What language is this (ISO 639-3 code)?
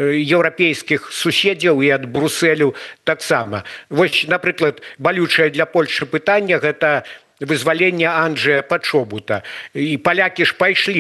bel